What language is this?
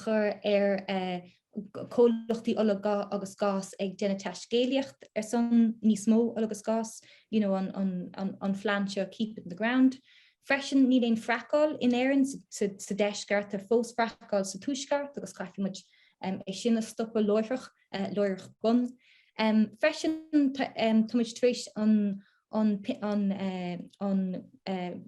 Irish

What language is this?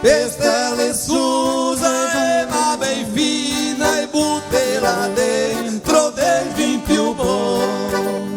Venetian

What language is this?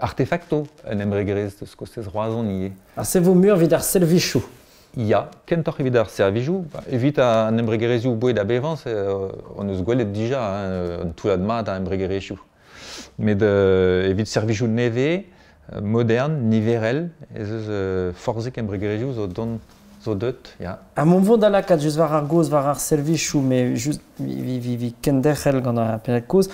Breton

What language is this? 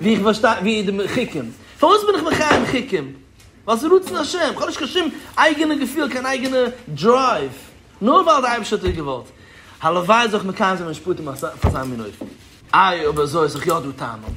Yiddish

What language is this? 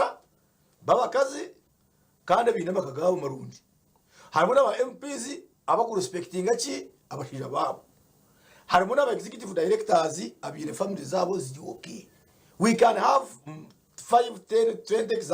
Nyankole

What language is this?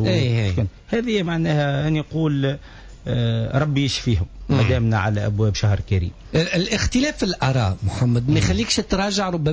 Tunisian Arabic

